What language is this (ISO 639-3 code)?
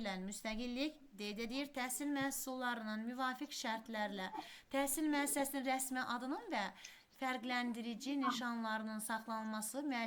aze